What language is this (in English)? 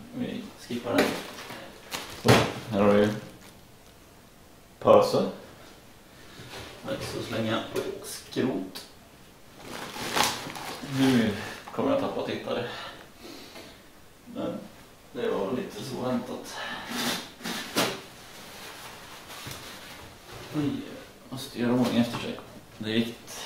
Swedish